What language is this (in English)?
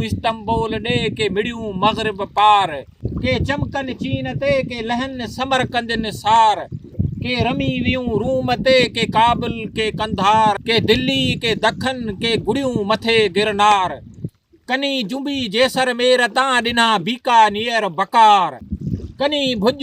Sindhi